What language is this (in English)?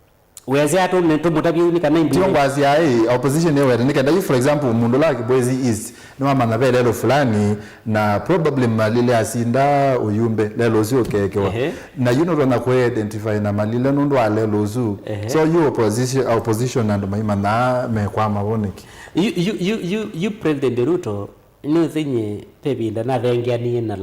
Kamba